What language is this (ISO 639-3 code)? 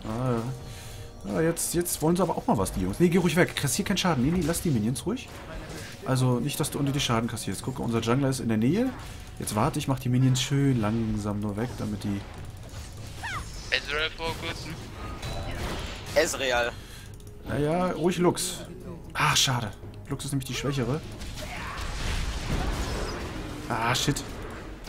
deu